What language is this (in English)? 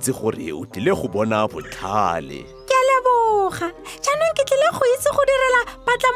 Tswana